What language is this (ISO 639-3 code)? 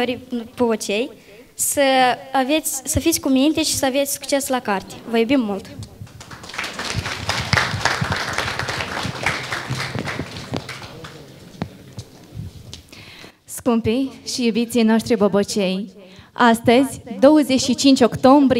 ron